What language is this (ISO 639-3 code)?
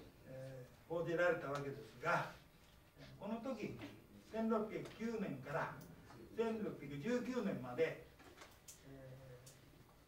jpn